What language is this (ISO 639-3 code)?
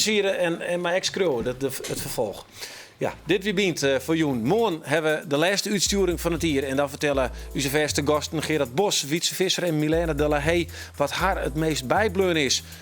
fry